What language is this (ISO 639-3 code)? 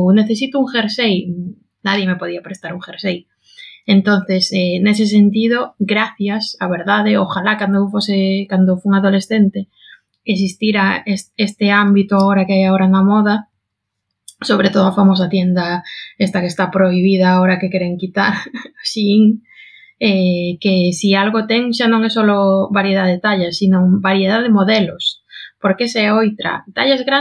glg